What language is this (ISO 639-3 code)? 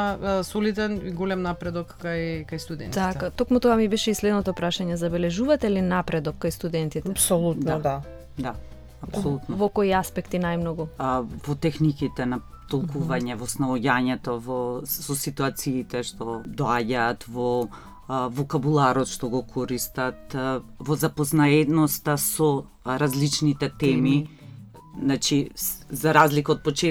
mkd